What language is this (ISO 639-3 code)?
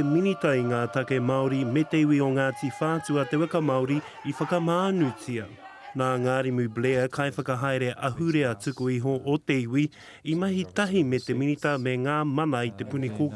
mri